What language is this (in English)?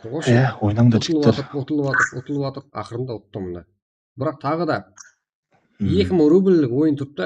Kara-Kalpak